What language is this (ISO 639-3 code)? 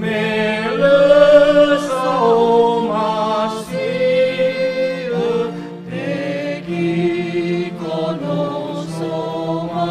nia